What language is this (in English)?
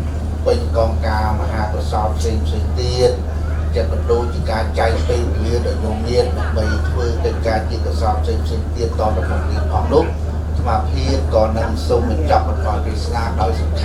Khmer